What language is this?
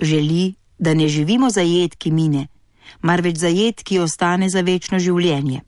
Slovenian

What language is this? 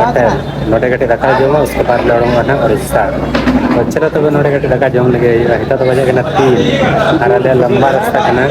Santali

